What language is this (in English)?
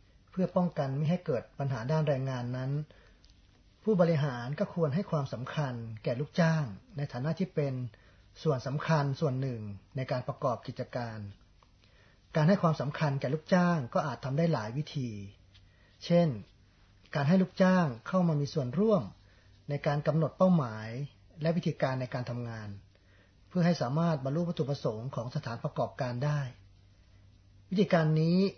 Thai